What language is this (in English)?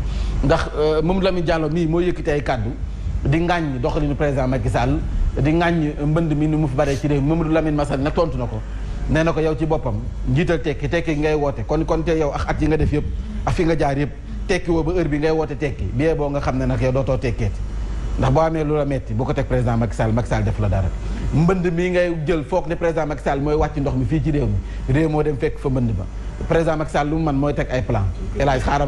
Wolof